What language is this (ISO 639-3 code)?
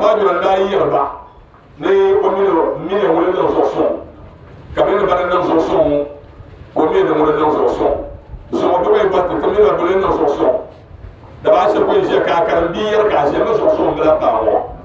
dag